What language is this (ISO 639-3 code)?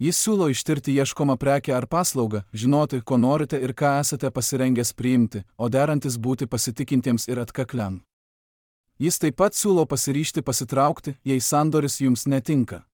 lit